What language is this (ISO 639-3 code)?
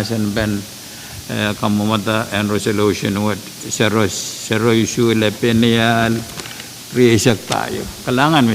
pon